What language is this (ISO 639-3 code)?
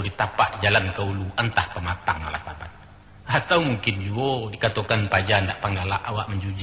min